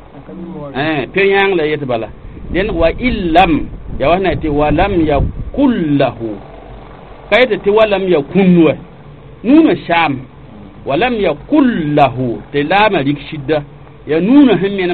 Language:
Mossi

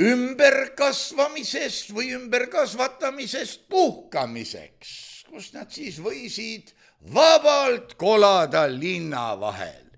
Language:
Estonian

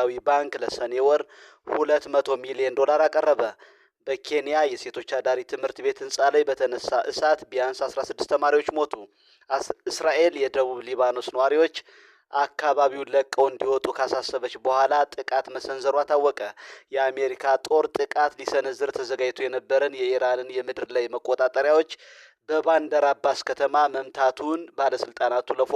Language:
Amharic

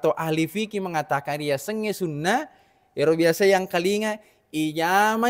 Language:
Buginese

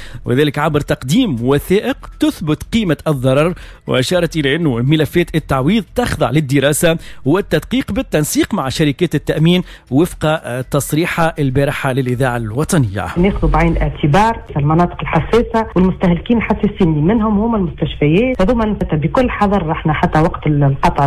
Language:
Arabic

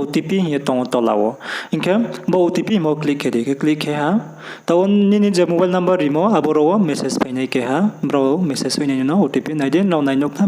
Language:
Riang (India)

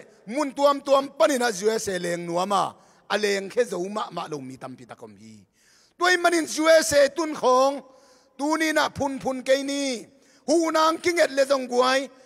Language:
Tedim Chin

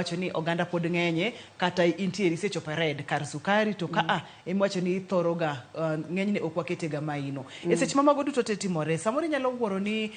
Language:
Luo (Kenya and Tanzania)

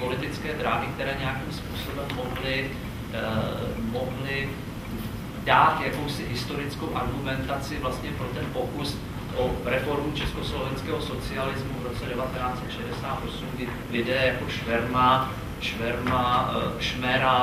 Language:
Czech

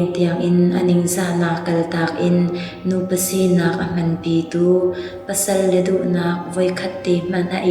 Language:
Hakha Chin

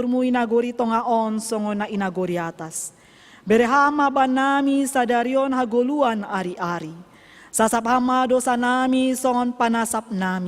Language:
Batak Simalungun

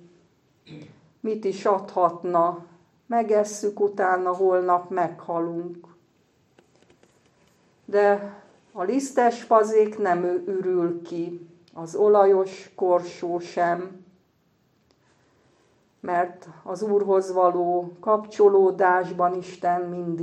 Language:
Hungarian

